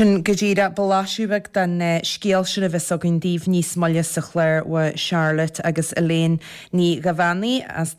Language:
Irish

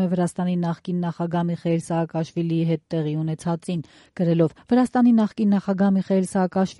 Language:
Armenian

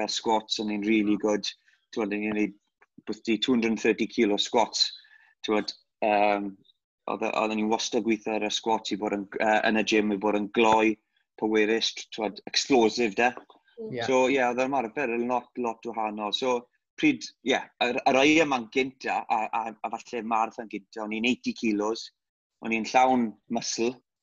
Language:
Welsh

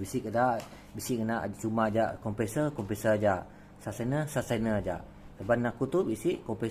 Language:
Iban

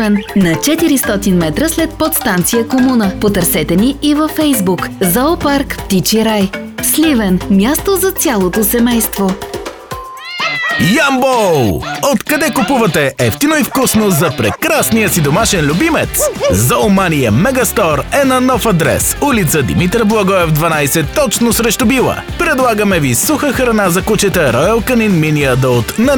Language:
Bulgarian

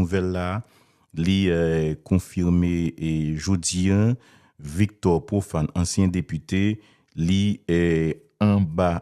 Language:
Haitian Creole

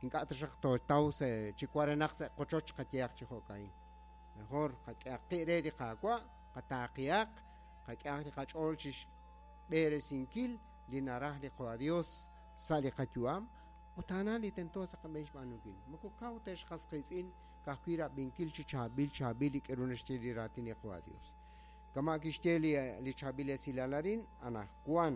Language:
Kekchí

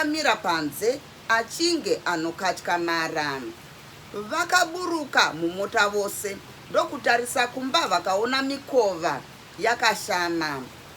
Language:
Shona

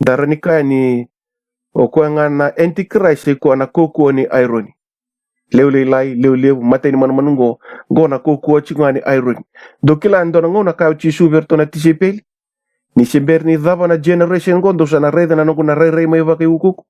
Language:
Fijian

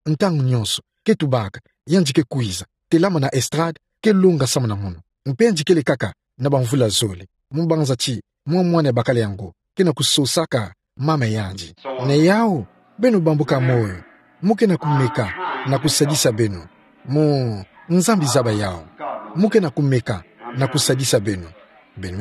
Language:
Kituba (Democratic Republic of Congo)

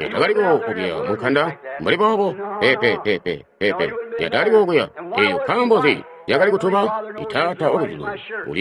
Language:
Tonga (Zambia)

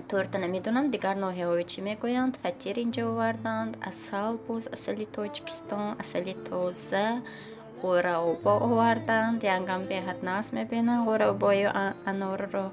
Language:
Tajik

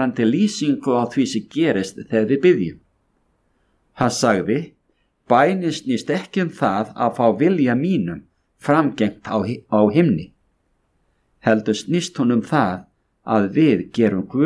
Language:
Icelandic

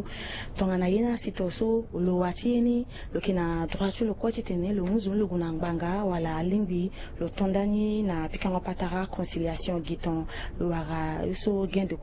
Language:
Sango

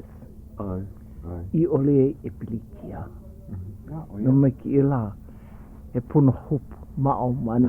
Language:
Hawaiian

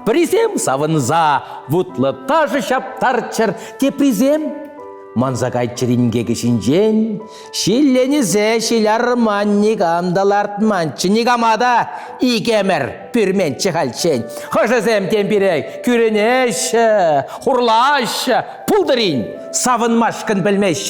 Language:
Chuvash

